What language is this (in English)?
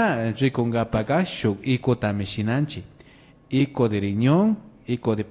Imbabura Highland Quichua